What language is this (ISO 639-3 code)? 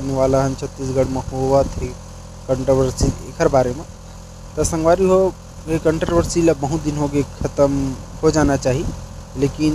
hne